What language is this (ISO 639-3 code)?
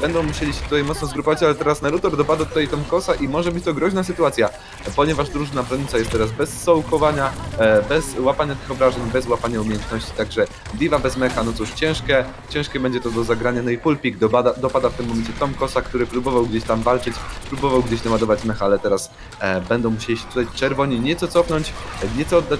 pol